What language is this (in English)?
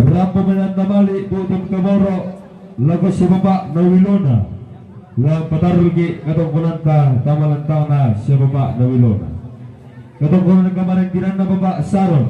Toraja-Sa'dan